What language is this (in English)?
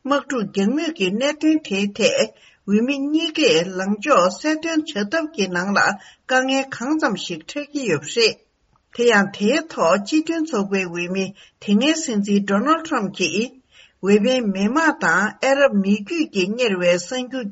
Tibetan